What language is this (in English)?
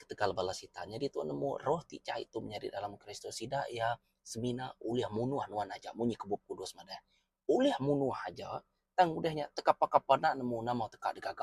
Iban